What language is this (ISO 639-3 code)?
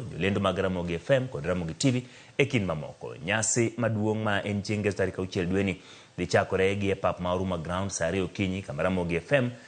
luo